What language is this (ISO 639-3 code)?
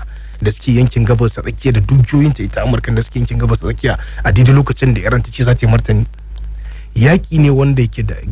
hau